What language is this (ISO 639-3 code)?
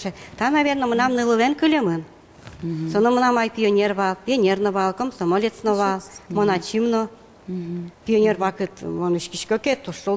udm